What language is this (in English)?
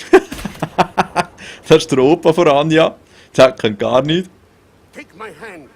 Swiss German